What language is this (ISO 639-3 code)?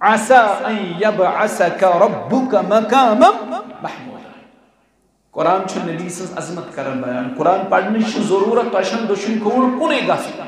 kas